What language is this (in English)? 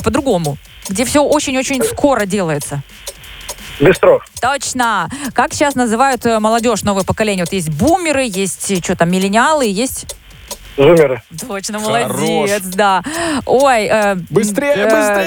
Russian